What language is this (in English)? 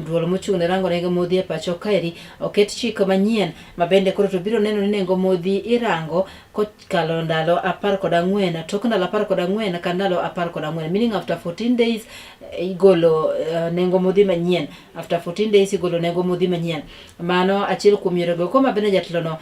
Luo (Kenya and Tanzania)